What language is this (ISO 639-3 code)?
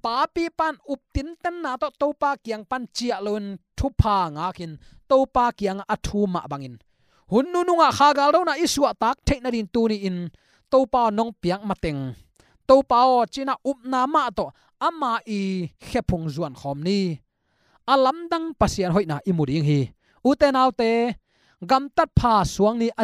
ctd